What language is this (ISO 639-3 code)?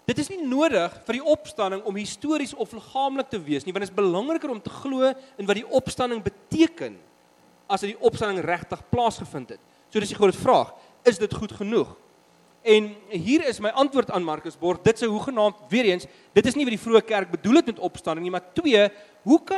afr